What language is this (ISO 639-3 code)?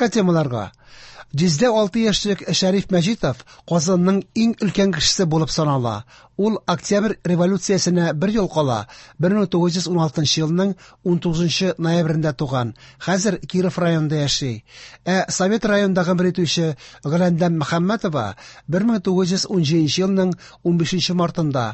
tat